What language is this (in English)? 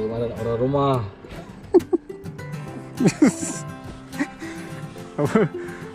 Malay